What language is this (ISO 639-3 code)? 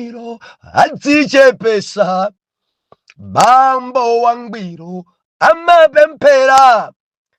nya